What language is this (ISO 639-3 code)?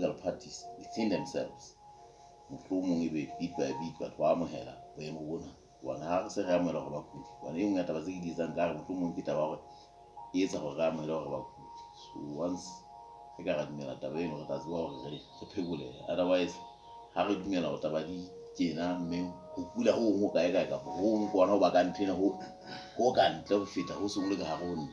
sot